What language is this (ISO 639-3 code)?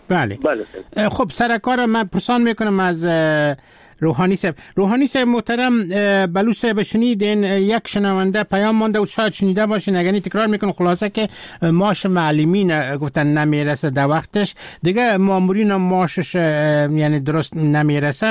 fas